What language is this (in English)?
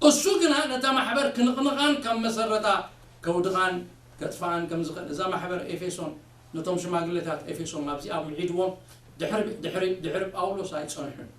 Tigrinya